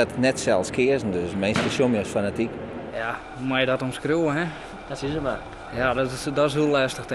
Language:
Western Frisian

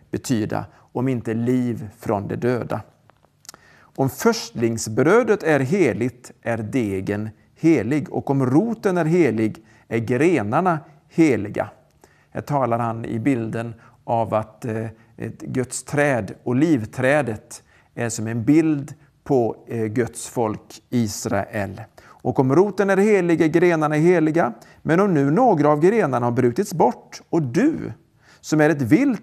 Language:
Swedish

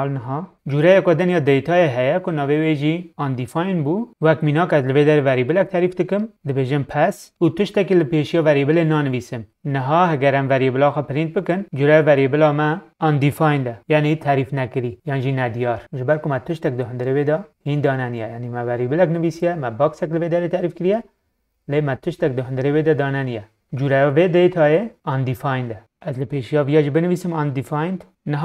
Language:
Kurdish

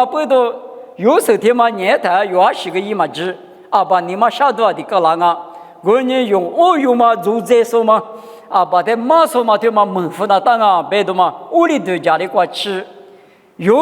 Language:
Lisu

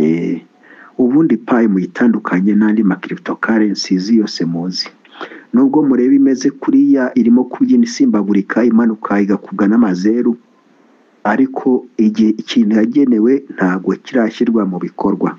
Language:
Kinyarwanda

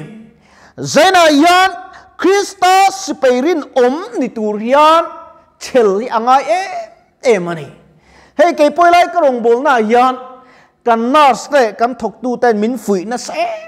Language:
Mizo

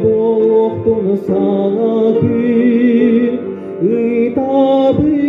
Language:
Yakut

